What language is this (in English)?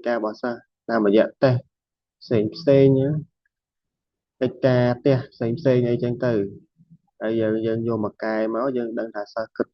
Khmer